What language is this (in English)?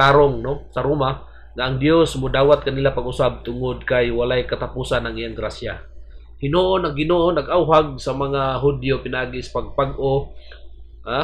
Cebuano